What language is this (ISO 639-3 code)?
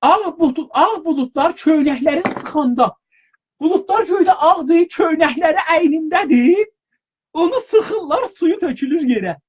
azb